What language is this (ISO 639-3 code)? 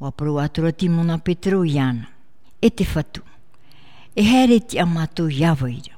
tah